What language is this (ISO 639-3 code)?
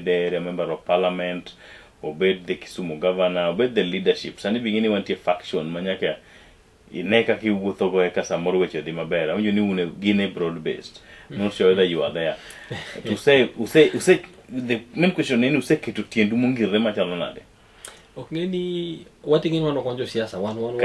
luo